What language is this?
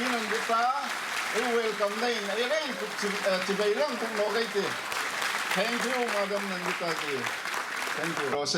Hmar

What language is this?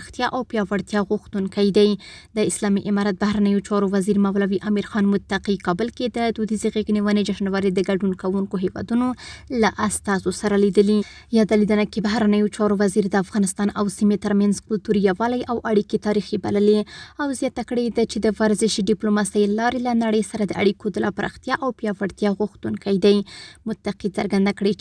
Pashto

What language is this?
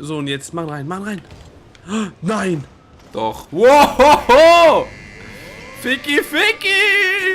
Swiss German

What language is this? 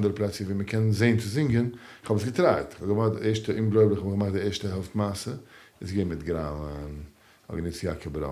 Yiddish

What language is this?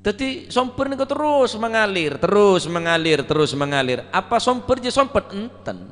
Madurese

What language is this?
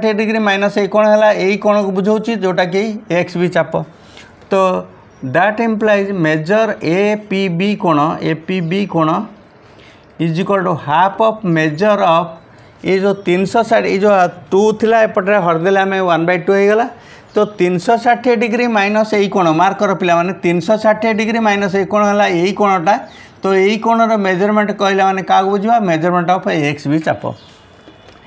Odia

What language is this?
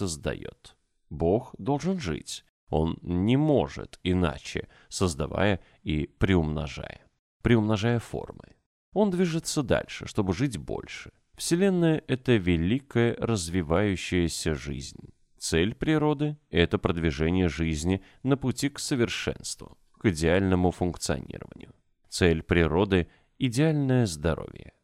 Russian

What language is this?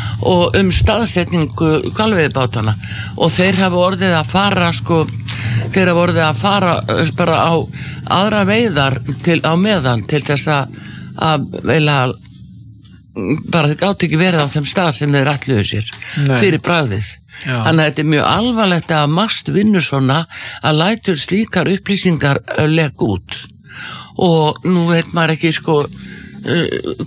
Icelandic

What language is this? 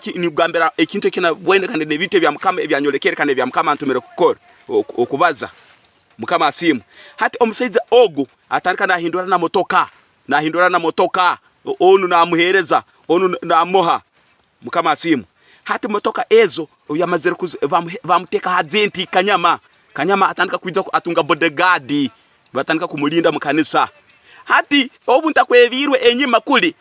Tooro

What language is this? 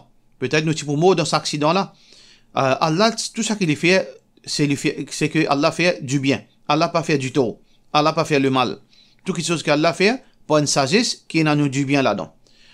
Morisyen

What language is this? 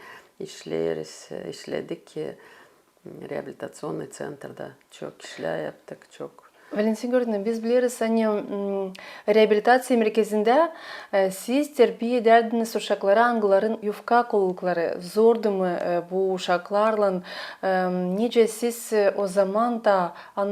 Gagauz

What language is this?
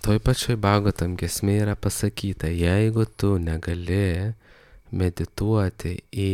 Lithuanian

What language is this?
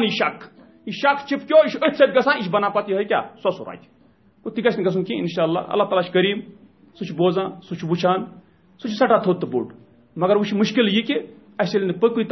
Kashmiri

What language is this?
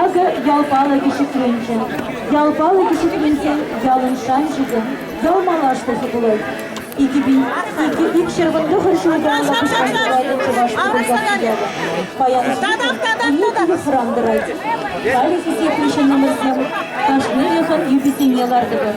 Chuvash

